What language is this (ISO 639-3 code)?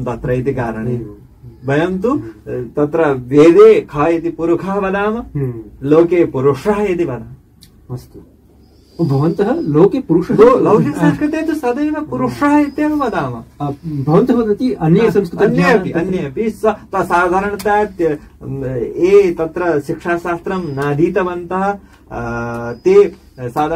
san